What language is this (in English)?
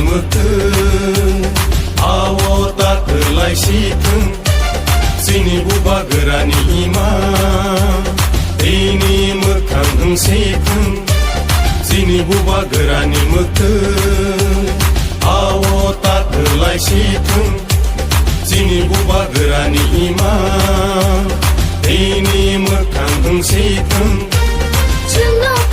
Kok Borok